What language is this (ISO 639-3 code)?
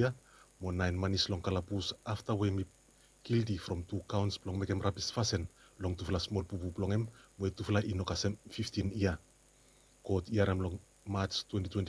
bis